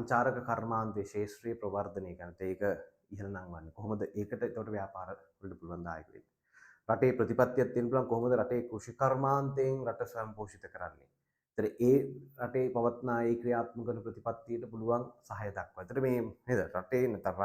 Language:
Sinhala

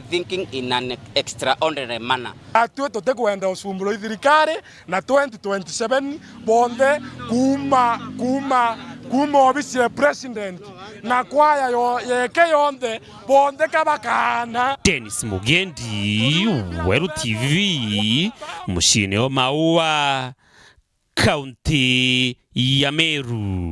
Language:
Meru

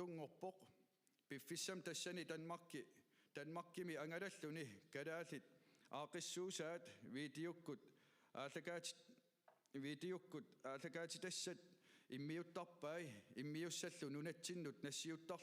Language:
Kalaallisut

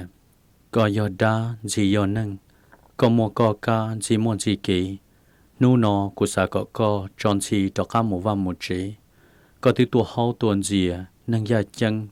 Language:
Hmong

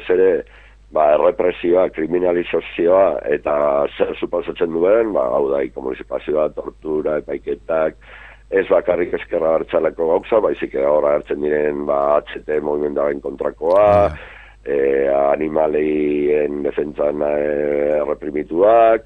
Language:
Basque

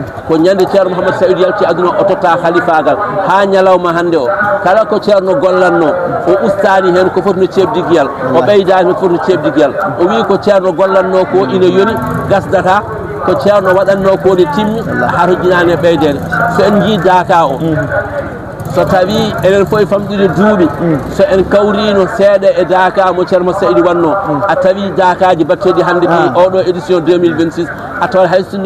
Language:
Fula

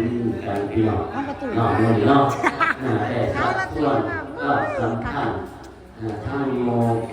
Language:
Northeastern Thai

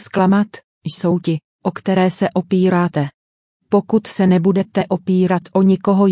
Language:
Czech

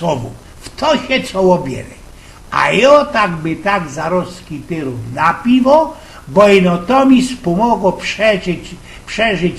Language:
Silesian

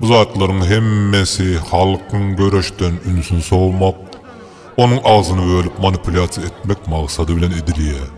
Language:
Turkmen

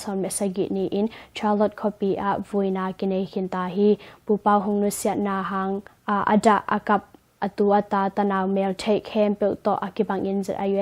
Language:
Tedim Chin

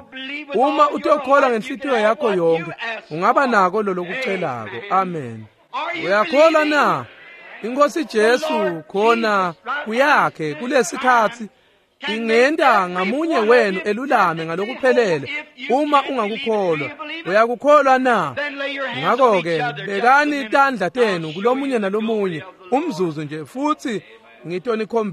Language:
Swati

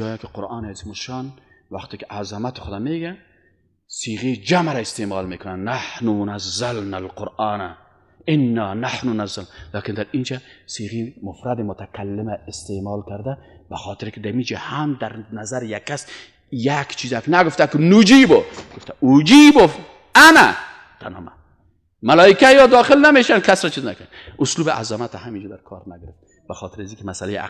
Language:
Persian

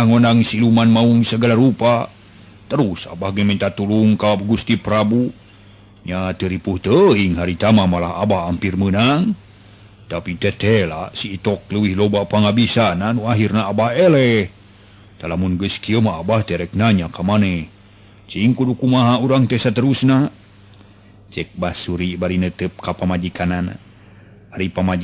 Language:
Sundanese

